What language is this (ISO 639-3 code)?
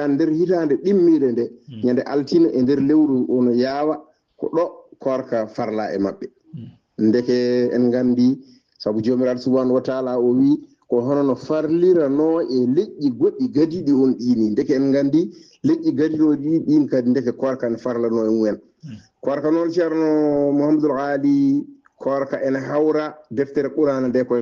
ful